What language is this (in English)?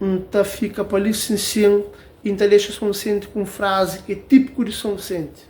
Kabuverdianu